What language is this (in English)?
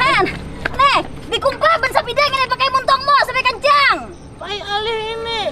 Banjar